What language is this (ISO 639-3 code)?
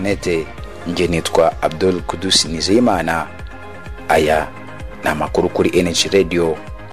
kin